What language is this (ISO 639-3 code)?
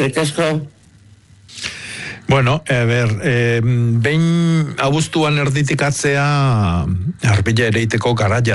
eus